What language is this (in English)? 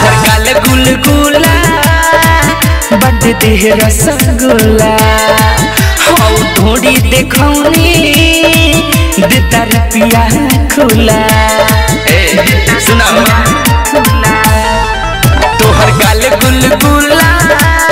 Bhojpuri